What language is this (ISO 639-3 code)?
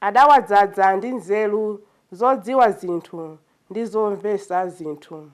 nya